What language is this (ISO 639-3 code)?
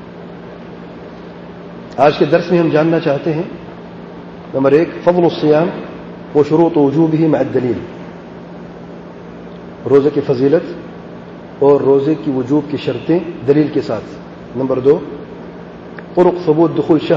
urd